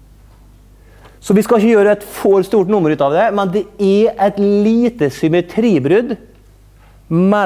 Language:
Norwegian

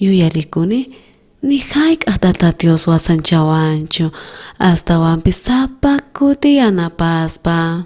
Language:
South Bolivian Quechua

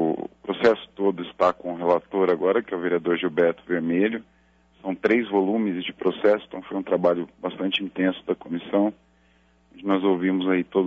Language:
Portuguese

